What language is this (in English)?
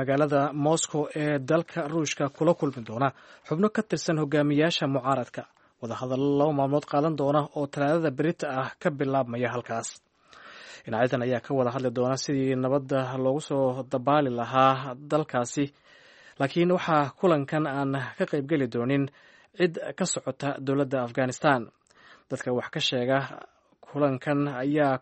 Somali